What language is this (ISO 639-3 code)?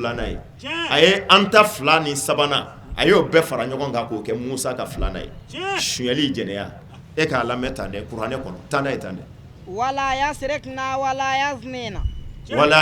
bam